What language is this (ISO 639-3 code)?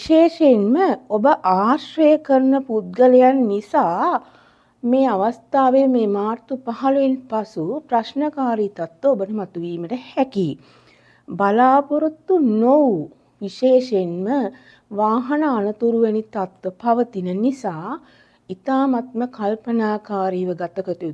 sin